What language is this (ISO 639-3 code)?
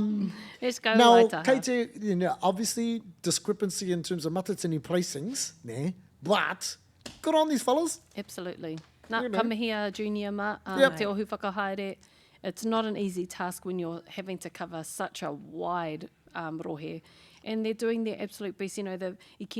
mri